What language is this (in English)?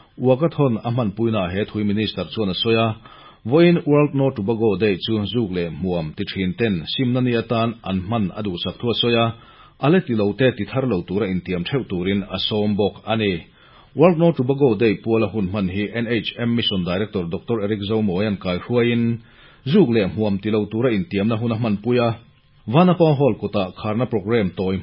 Mizo